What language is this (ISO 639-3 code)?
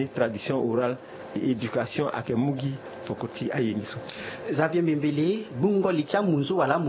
sag